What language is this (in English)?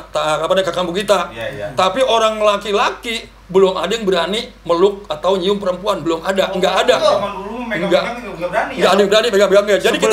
Betawi